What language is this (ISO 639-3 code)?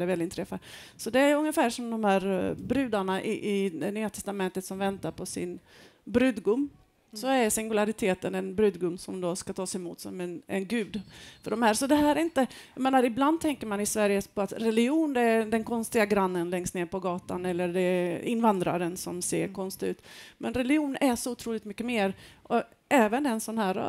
swe